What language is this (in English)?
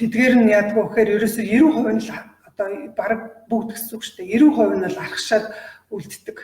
Mongolian